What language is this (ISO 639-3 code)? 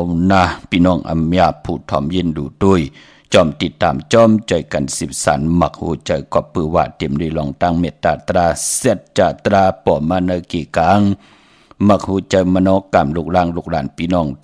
shn